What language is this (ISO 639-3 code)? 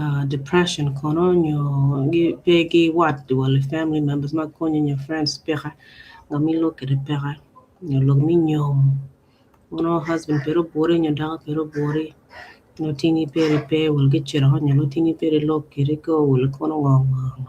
ach